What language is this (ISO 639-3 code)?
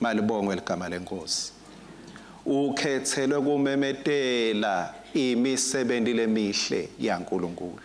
ssw